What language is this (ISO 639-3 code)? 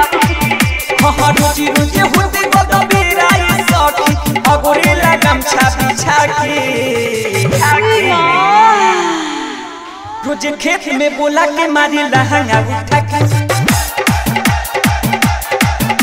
bho